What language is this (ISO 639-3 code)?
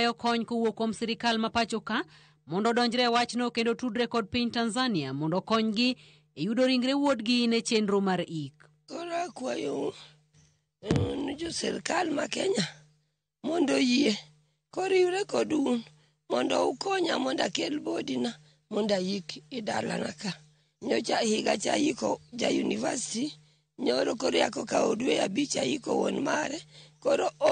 luo